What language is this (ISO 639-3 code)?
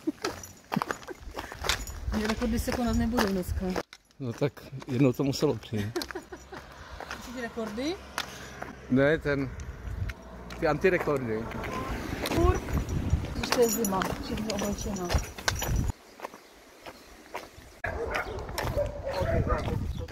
ces